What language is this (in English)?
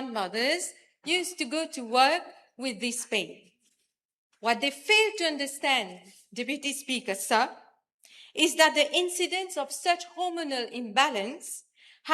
Morisyen